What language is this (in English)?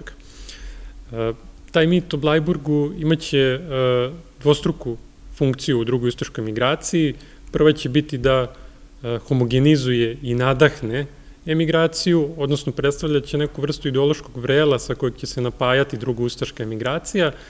Serbian